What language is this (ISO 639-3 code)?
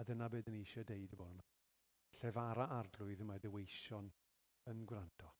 cym